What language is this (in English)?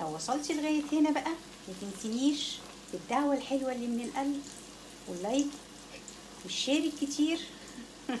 Egyptian Arabic